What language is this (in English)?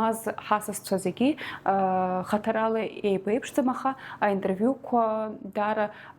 Abkhazian